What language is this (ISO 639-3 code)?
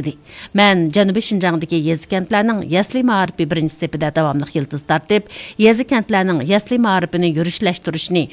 uig